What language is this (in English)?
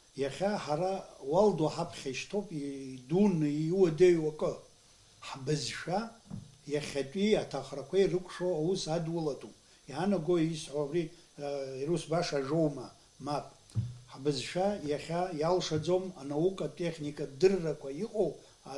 Abkhazian